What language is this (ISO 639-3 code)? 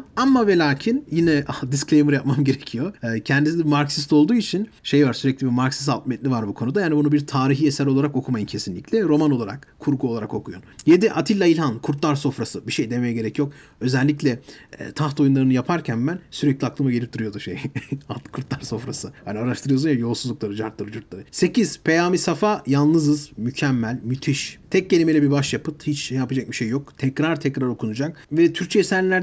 tur